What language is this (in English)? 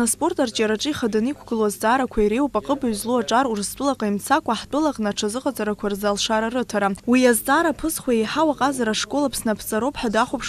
Abkhazian